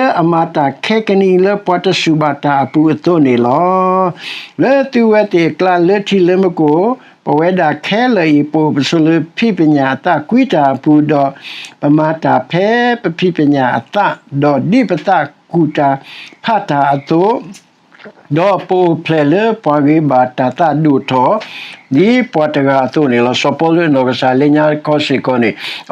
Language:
S'gaw Karen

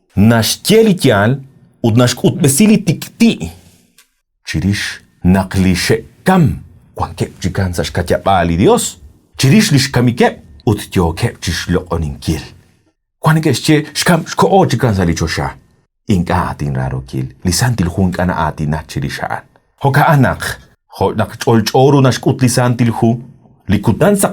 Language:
Kekchí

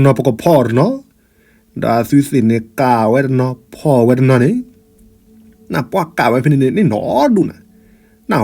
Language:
S'gaw Karen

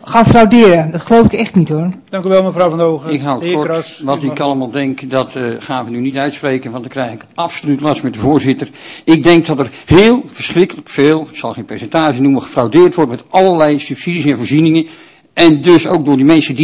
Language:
Dutch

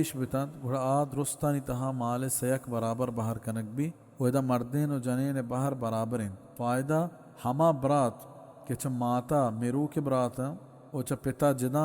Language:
Baluchi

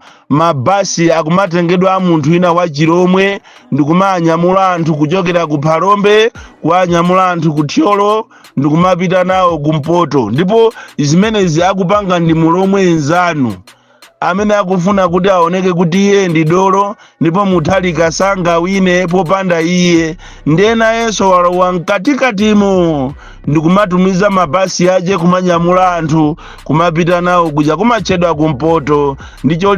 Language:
Nyanja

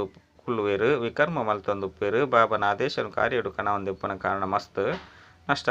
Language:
Tulu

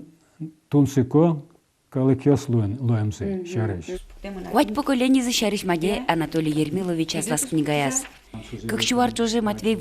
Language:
Udmurt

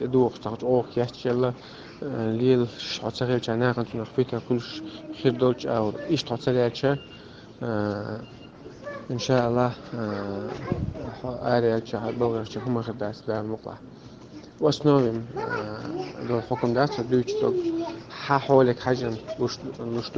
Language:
Chechen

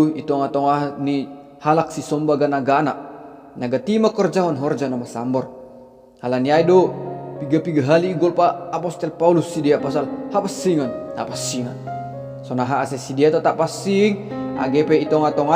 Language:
Batak Simalungun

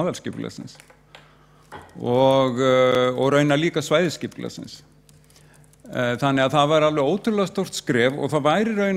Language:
Icelandic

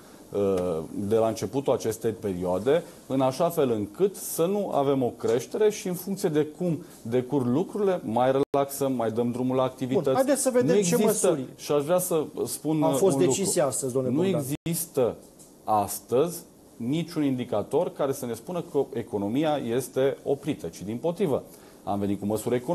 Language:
Romanian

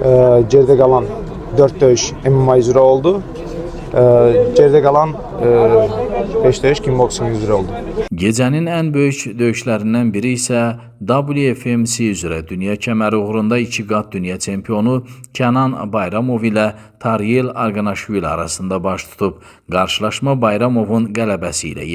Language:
Azerbaijani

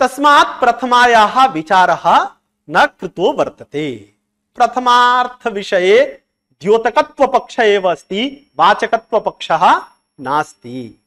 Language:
Sanskrit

